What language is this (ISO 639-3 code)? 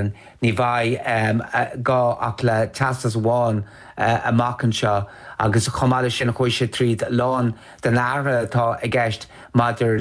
gle